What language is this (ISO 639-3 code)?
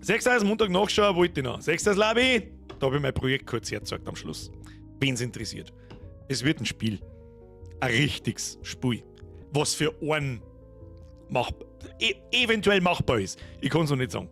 bar